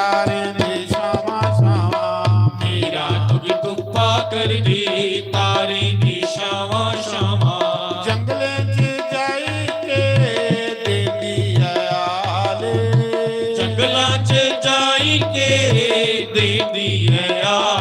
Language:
Dogri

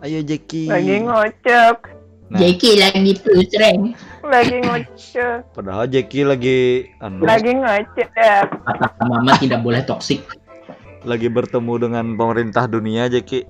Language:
Banjar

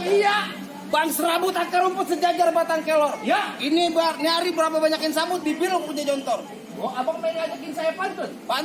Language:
Betawi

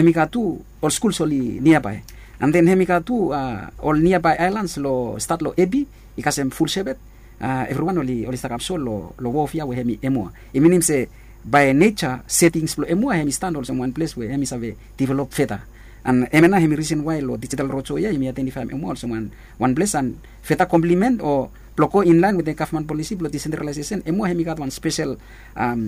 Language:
Bislama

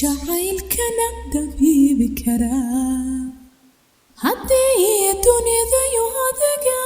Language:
Somali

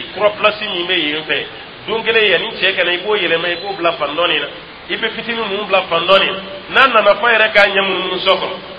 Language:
Dyula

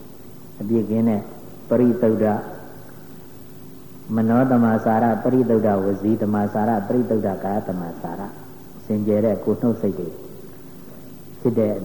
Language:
Burmese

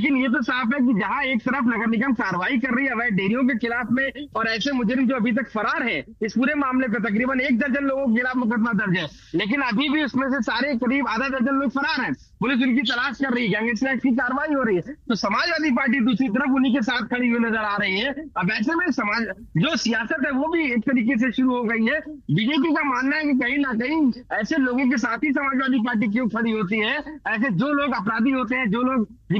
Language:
Hindi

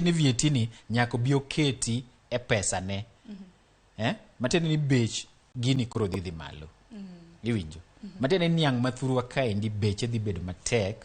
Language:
Luo (Kenya and Tanzania)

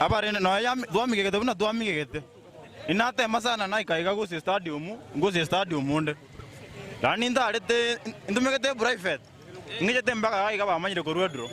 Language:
Gusii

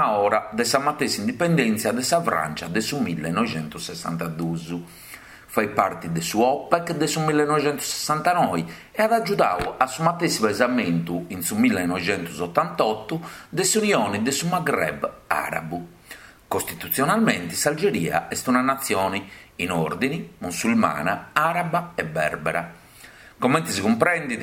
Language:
Sardinian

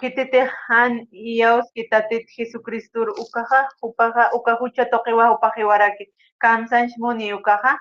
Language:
Aymara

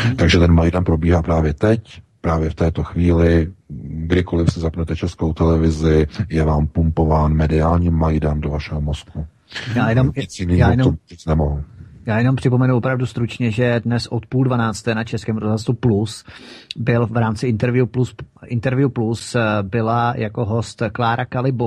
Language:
Czech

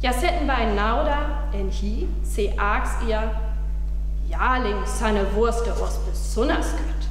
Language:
Northern Frisian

